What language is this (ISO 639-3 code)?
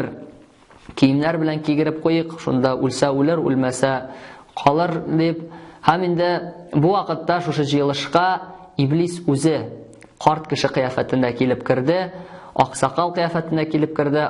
tat